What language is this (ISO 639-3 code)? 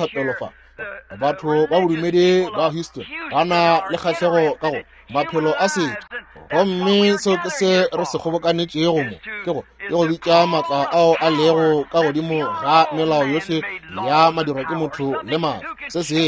nso